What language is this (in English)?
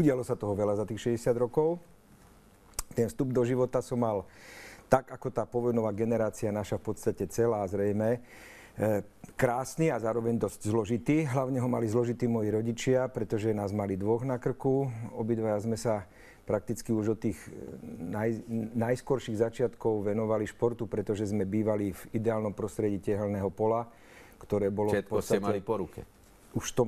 Slovak